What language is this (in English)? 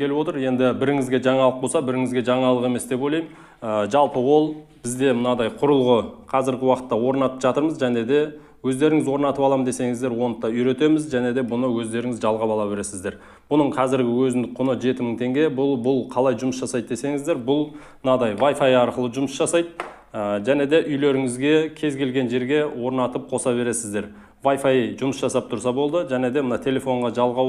Kazakh